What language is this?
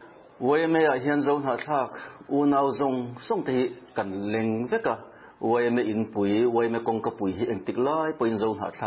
Mizo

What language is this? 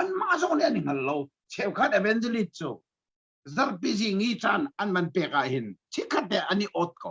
Hakha Chin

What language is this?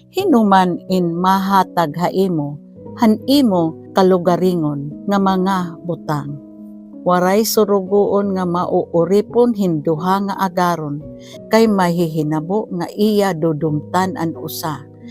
Waray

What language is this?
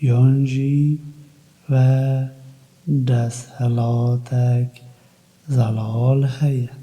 Kurdish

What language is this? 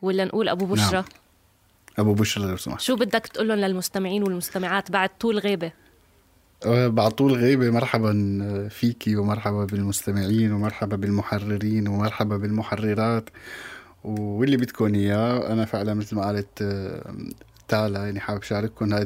North Levantine Arabic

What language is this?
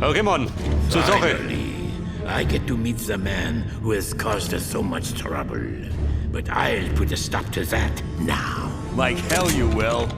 Bavarian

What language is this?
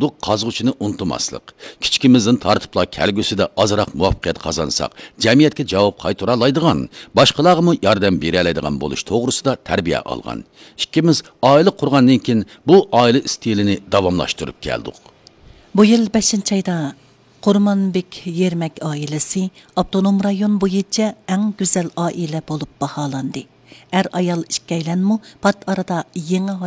Uyghur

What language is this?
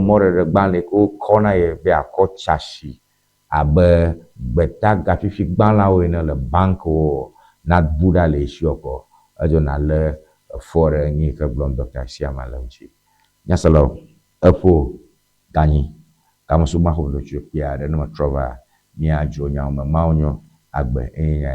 Ewe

